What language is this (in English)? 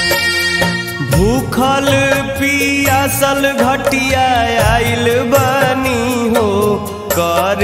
Bhojpuri